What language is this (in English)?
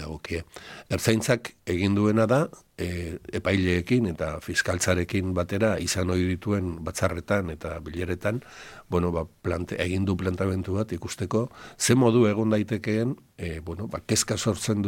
Basque